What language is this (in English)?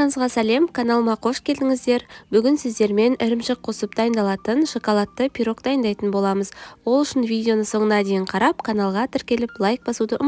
Kazakh